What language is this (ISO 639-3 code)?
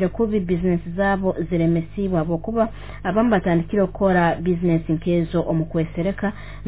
nyo